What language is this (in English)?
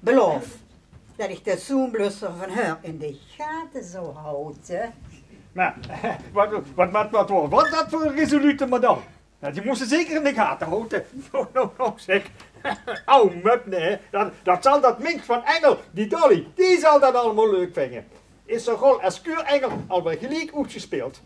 Limburgish